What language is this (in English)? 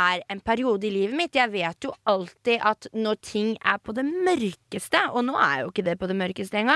Norwegian